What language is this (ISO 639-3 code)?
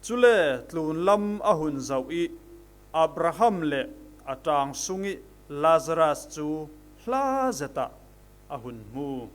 cfm